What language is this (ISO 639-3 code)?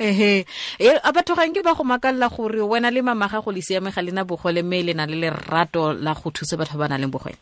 tsn